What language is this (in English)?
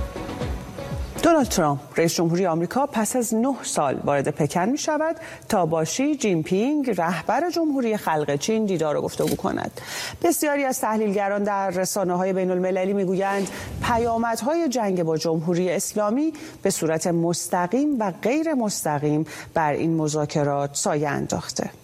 Persian